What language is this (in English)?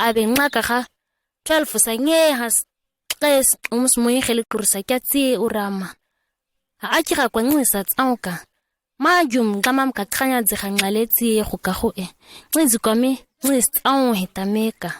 ǁGana